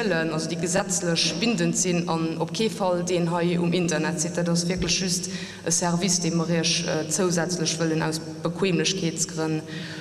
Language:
Luxembourgish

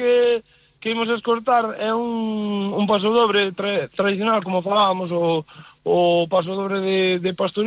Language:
Galician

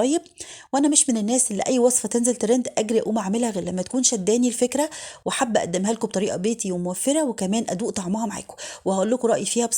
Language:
Egyptian Arabic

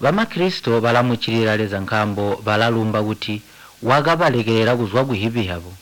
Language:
Tonga (Zambia)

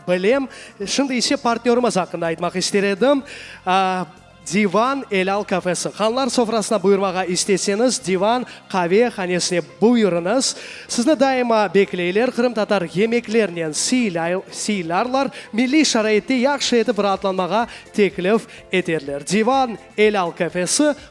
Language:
Crimean Tatar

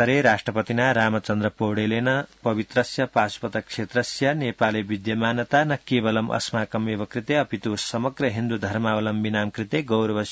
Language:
Sanskrit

